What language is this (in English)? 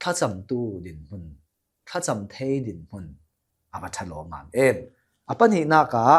Hakha Chin